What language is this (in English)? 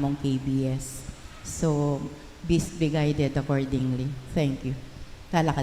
Pampanga